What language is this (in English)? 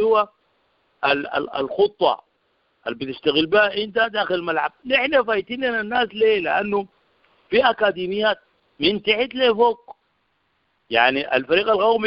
Sudanese Arabic